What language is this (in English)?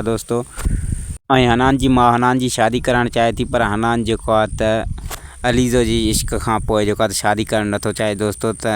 Sindhi